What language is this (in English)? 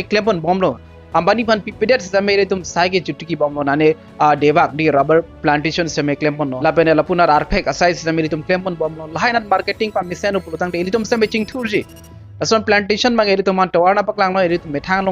Karbi